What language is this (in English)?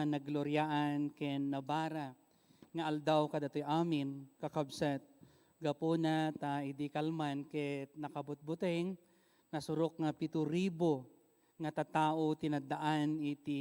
Iloko